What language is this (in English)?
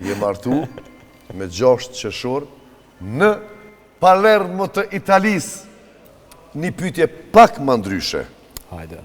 Albanian